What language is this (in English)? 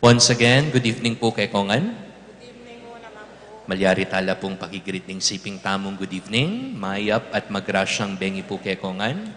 Pampanga